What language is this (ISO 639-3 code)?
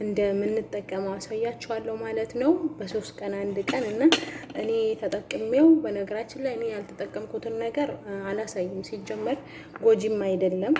amh